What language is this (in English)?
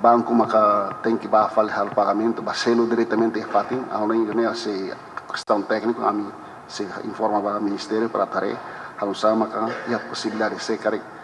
Tetum